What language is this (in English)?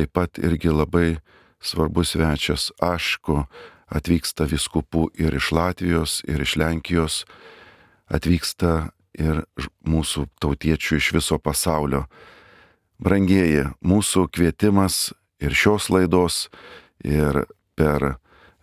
Lithuanian